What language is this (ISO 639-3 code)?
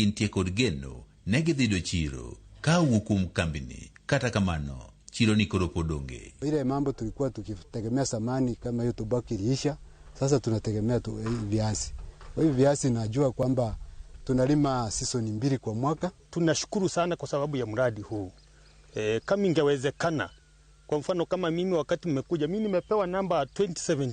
luo